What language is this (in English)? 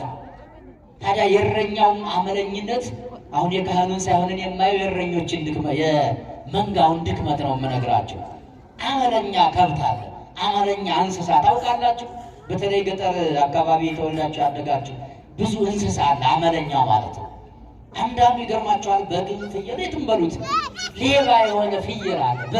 Amharic